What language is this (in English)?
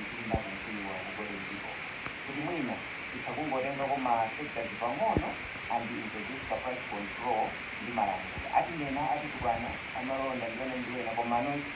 Nyanja